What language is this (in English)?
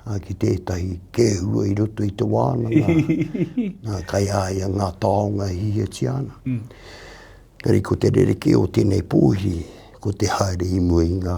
Māori